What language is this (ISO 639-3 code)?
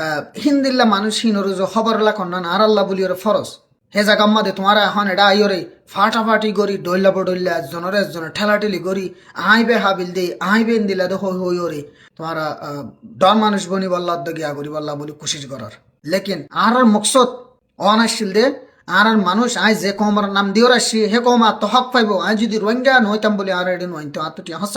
rhg